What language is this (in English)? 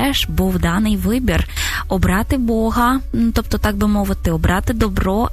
Ukrainian